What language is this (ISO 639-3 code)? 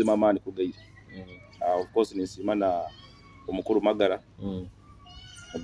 nyo